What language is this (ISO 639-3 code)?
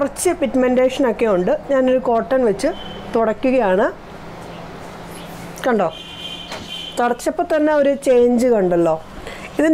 mal